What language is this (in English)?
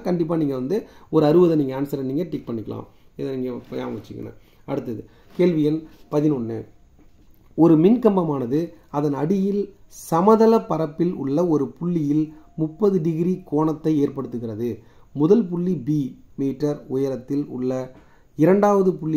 Tamil